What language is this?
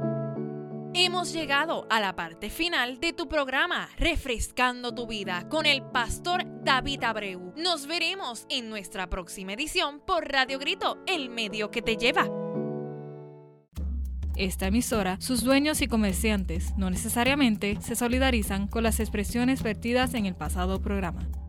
Spanish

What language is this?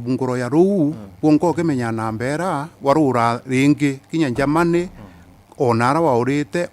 Meru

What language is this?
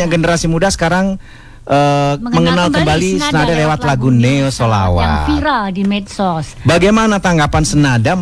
Indonesian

